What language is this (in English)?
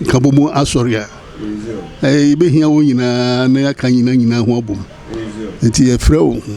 Akan